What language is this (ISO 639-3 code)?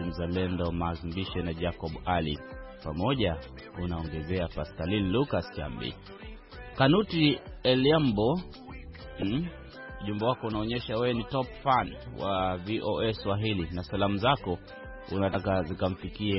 swa